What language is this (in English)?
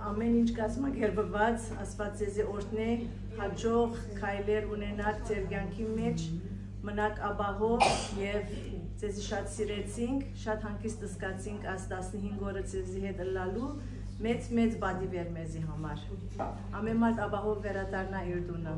Western Armenian